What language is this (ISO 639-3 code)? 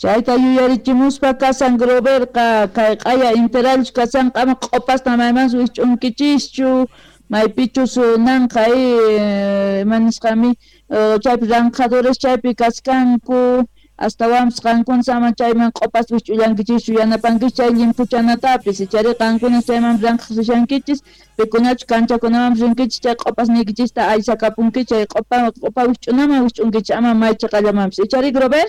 quh